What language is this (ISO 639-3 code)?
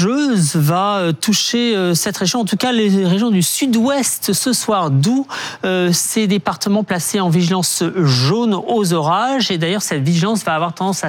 fra